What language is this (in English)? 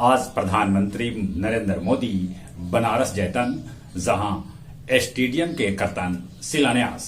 Magahi